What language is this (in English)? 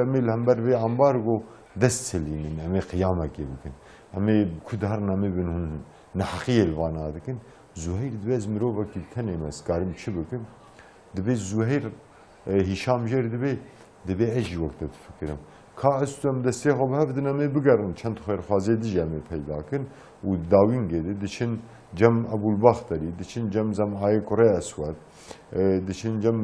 Kurdish